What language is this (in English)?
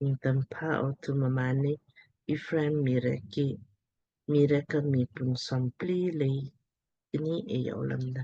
Lamkang